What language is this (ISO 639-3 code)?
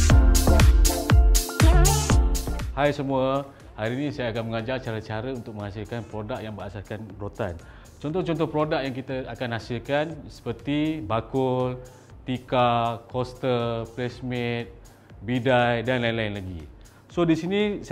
msa